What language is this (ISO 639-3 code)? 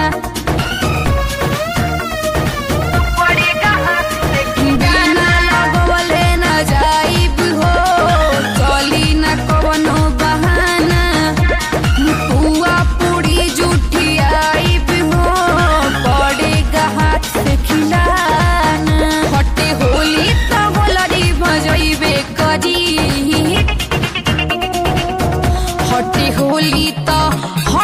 bho